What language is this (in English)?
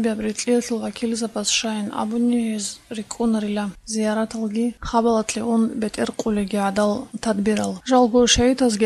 Avaric